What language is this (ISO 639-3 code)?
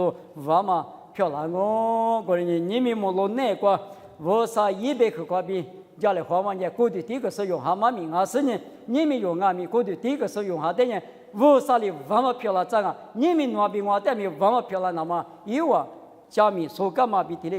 lis